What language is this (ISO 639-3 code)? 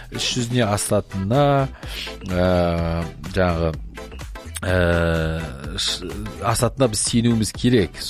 kaz